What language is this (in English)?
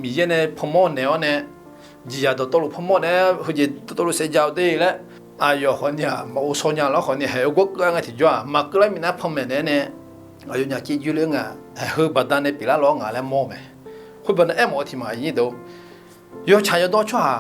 Akha